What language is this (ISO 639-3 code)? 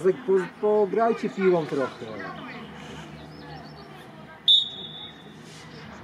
pol